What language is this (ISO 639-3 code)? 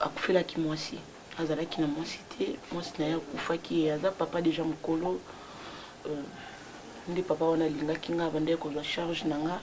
lin